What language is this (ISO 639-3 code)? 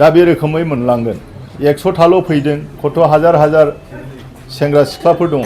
brx